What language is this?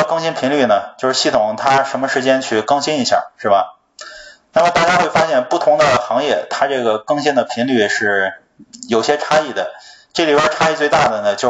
Chinese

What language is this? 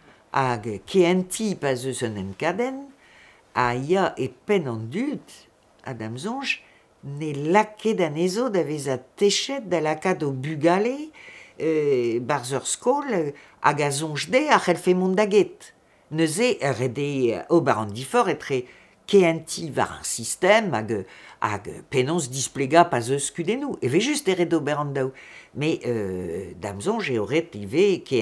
Breton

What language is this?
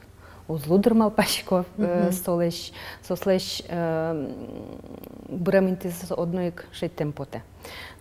Udmurt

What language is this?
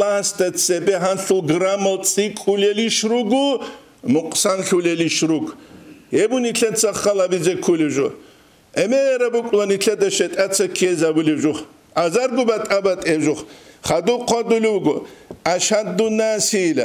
Avaric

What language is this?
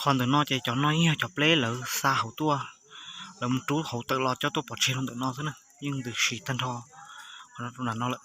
Hmong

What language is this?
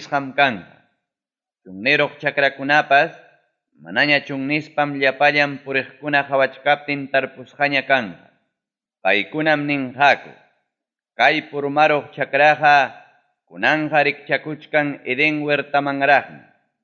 Ayacucho Quechua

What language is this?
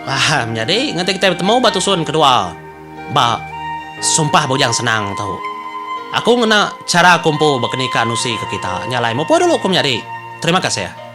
Iban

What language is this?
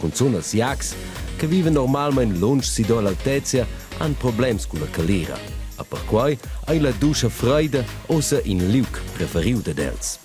Romansh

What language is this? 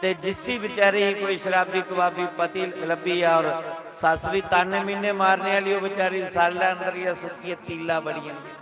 Dogri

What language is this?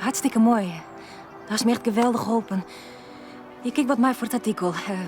Western Frisian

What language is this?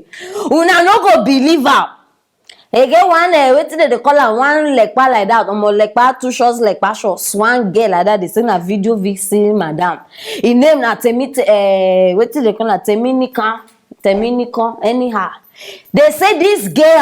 Nigerian Pidgin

